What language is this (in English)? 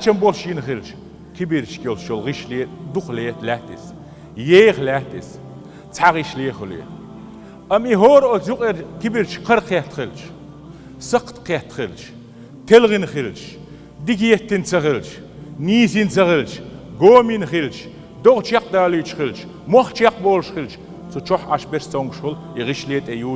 Chechen